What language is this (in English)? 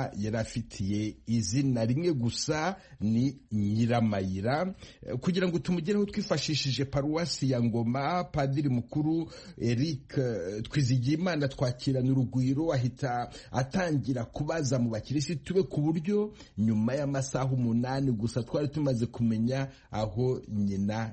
Kinyarwanda